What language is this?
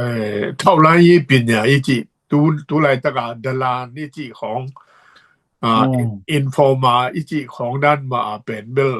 Tedim Chin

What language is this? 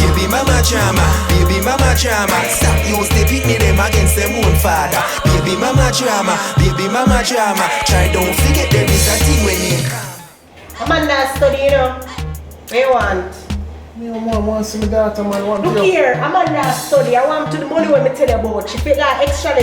Jamaican Creole English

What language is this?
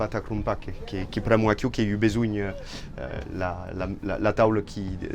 Occitan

